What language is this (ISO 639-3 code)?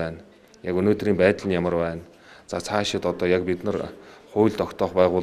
mon